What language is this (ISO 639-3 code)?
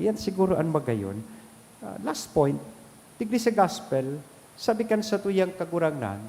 bik